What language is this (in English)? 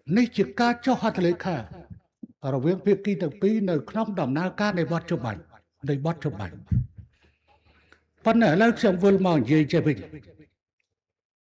Khmer